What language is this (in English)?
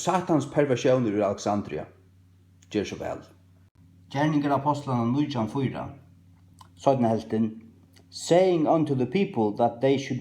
Faroese